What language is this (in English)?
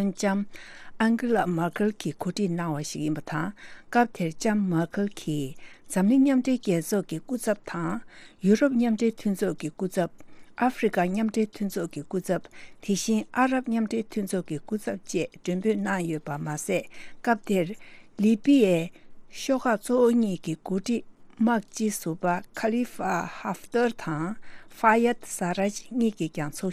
Tibetan